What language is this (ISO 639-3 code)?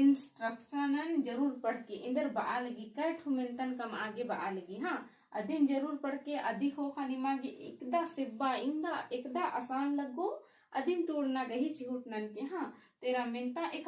kru